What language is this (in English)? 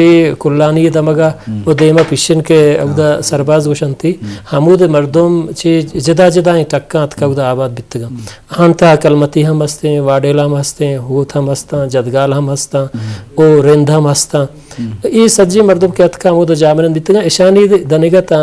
Eastern Balochi